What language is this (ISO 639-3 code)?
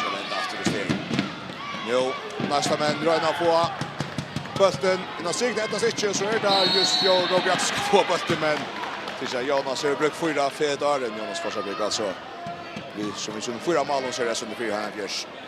fao